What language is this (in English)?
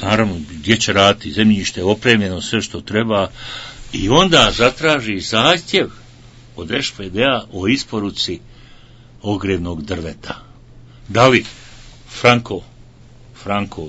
Bosnian